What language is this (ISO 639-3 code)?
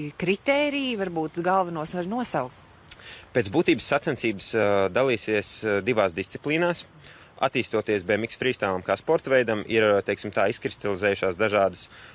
lav